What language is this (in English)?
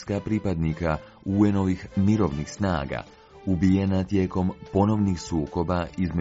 Croatian